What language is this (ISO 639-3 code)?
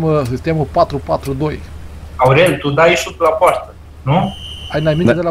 ron